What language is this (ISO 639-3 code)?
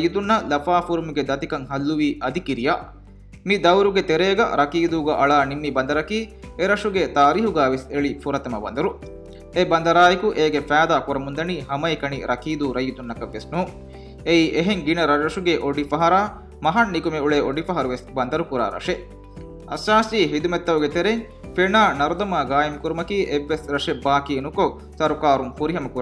div